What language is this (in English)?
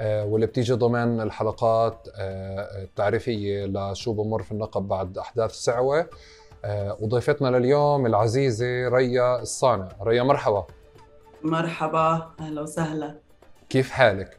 North Levantine Arabic